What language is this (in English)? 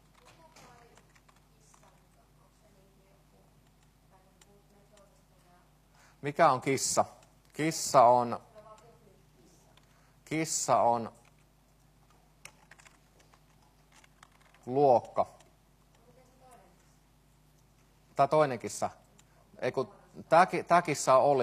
Finnish